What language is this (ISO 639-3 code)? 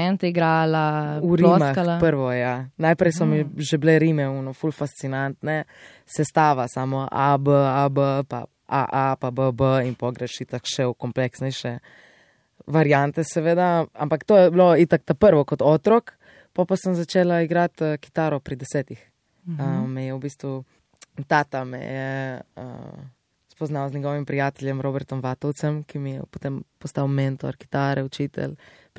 slv